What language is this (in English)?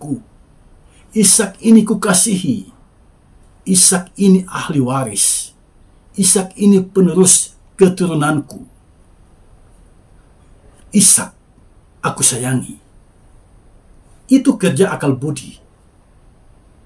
Indonesian